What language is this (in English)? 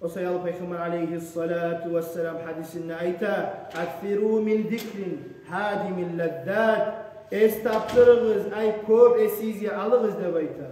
Kumyk